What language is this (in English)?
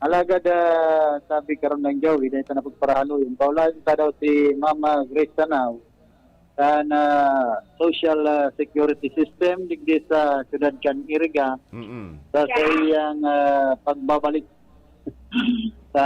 Bikol